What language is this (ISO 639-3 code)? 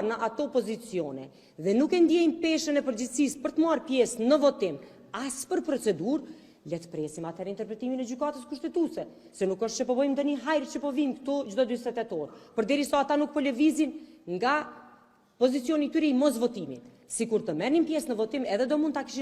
sqi